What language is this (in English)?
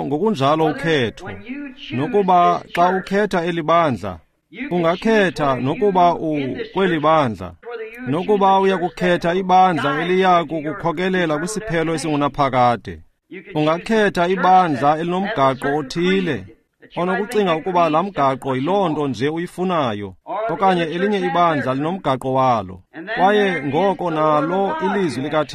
Xhosa